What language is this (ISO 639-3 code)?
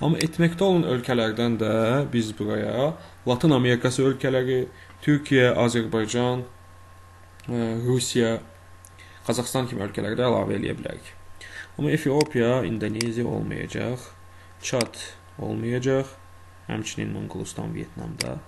aze